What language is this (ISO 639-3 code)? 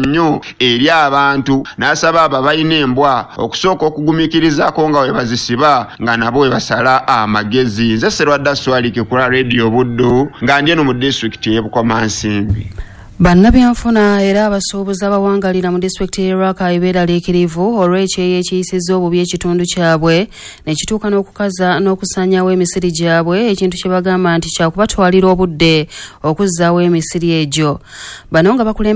lug